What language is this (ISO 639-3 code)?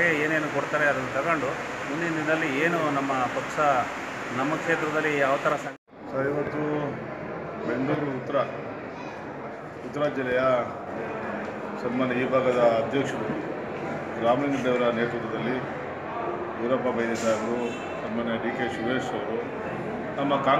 kan